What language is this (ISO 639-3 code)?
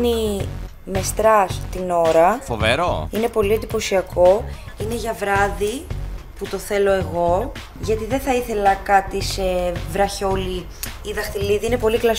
ell